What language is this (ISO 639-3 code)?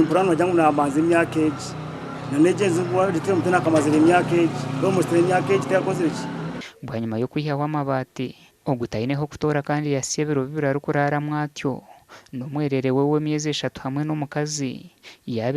nyn